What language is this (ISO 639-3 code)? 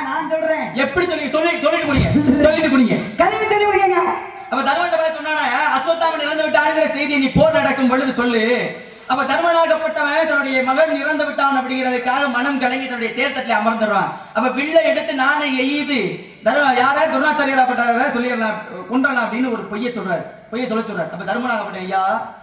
tam